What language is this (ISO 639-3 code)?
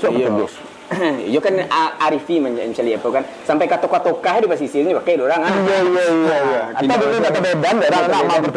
min